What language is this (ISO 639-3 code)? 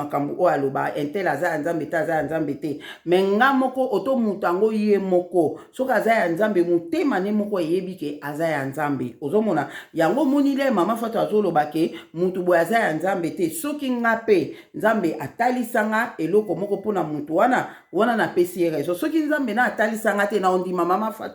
lin